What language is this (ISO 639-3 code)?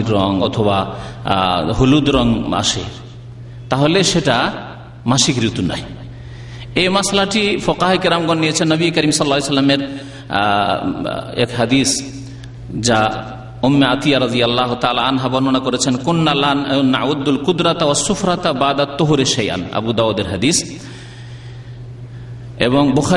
ben